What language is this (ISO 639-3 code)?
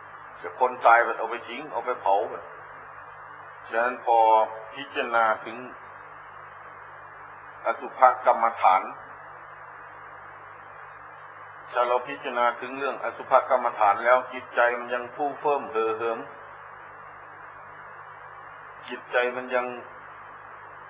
tha